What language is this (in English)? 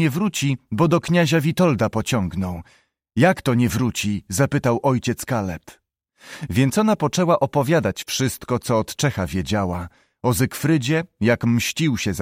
Polish